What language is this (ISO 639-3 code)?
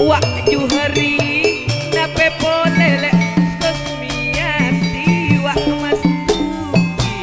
mad